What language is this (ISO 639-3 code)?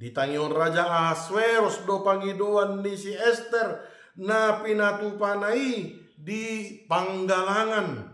bbc